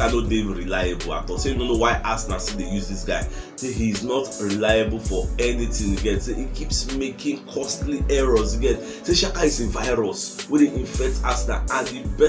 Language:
Nigerian Pidgin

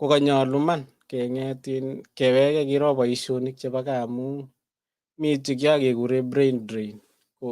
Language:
Kalenjin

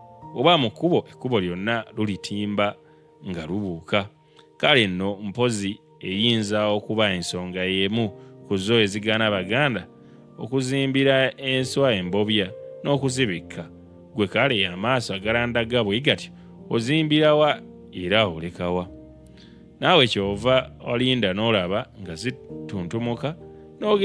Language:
Ganda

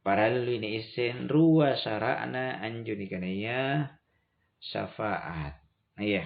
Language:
Makasar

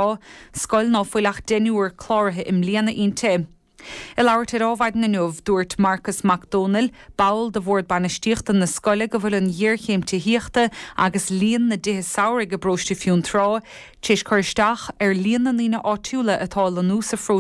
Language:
Irish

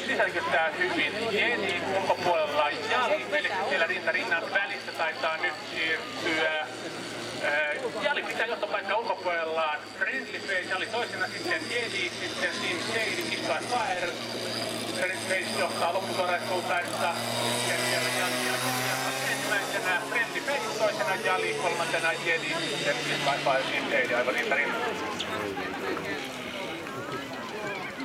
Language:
Finnish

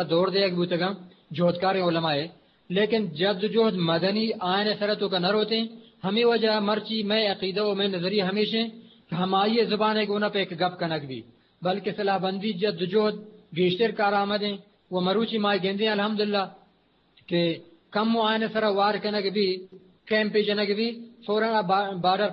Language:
Eastern Balochi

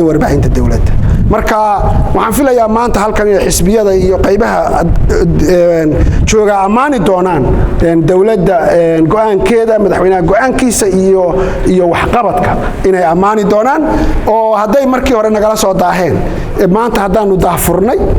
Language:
Somali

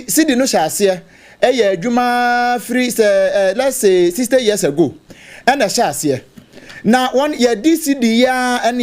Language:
Akan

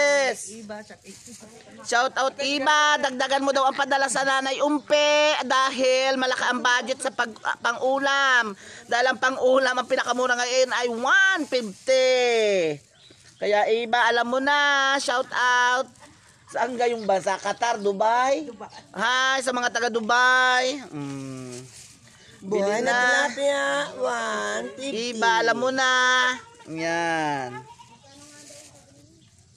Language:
Filipino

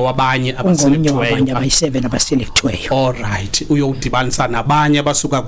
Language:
Xhosa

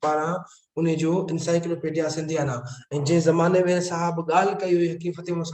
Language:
Sindhi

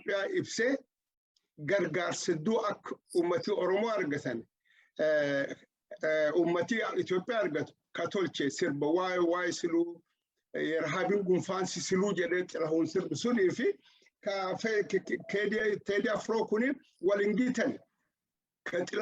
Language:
Oromo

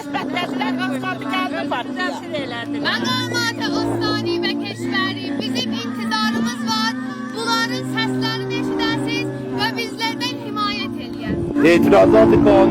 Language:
South Azerbaijani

